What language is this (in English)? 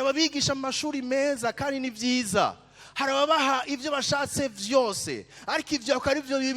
Rundi